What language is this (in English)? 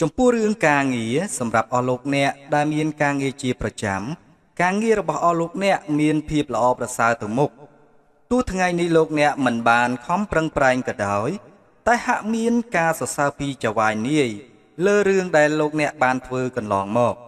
Khmer